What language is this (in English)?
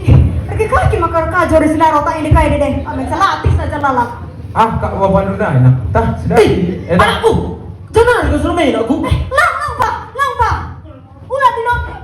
Batak Karo